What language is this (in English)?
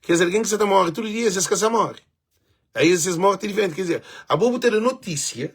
Kabuverdianu